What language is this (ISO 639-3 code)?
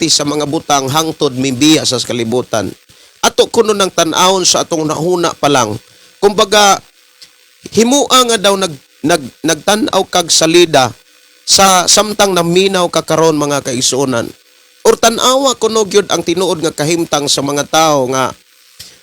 ceb